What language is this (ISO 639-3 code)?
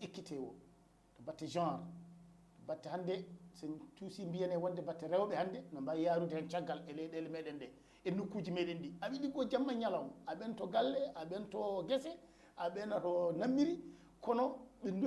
ful